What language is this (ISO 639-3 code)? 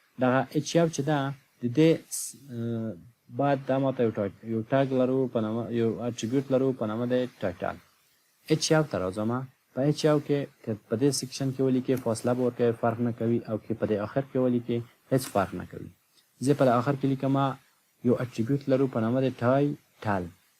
pus